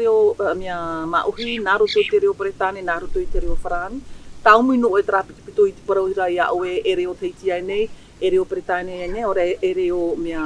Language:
Tahitian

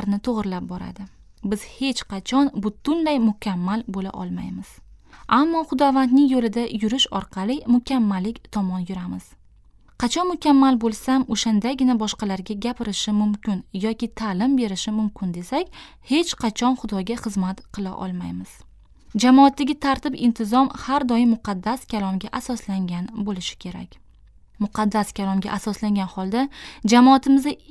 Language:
Uzbek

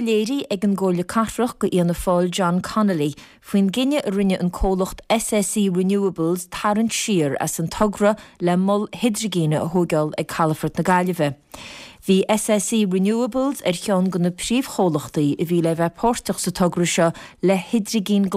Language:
Irish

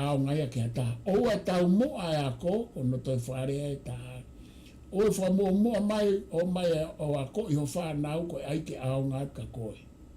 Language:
Tongan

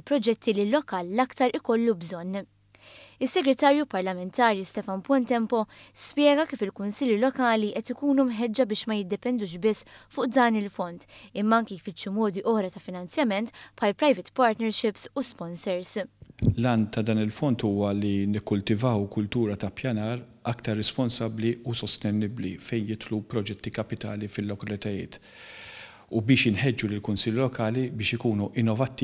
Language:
Maltese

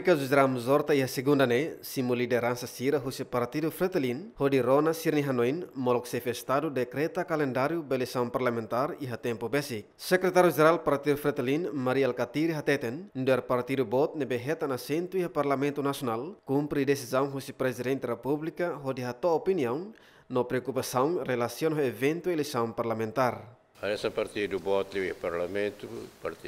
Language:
Tetum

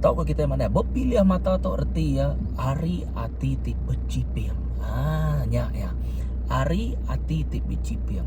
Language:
Iban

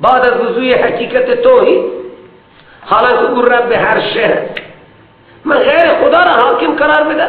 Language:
Persian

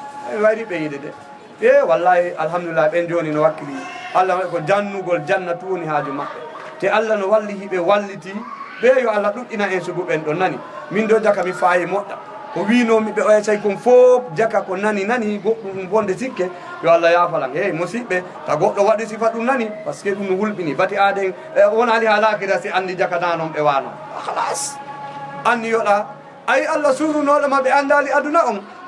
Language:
Fula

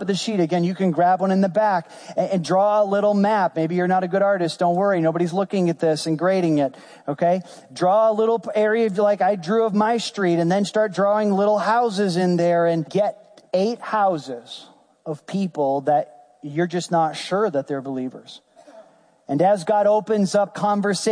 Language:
English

